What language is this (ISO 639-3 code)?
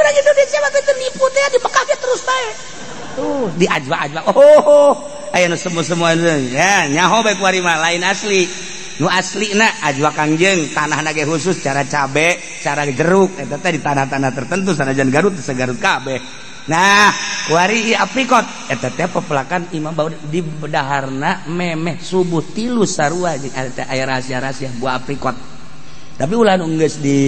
sun